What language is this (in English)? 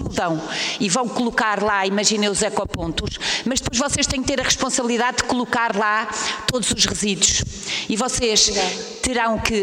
Portuguese